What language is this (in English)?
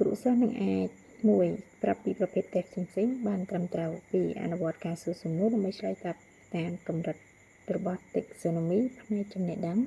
Khmer